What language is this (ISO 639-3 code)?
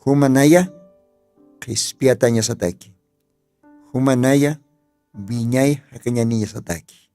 aym